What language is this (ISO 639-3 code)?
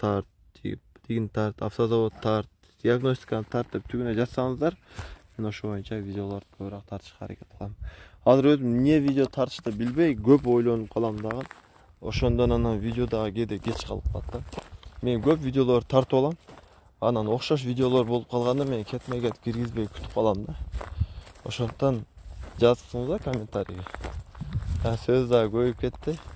kir